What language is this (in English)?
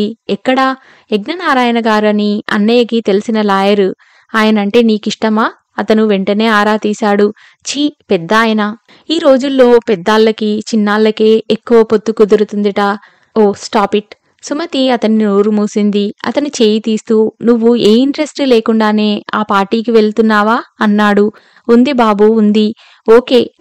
Telugu